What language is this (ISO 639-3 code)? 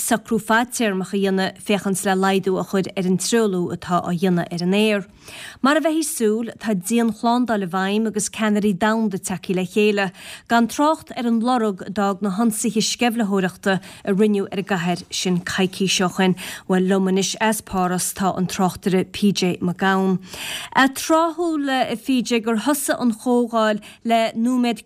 gle